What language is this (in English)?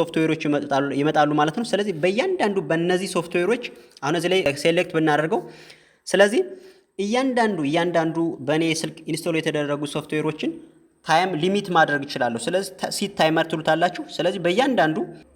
Amharic